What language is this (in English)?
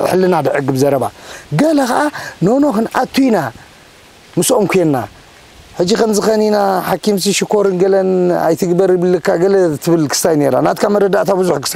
Tigrinya